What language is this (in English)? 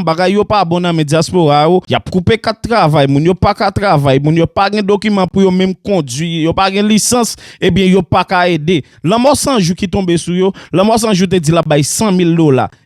Haitian Creole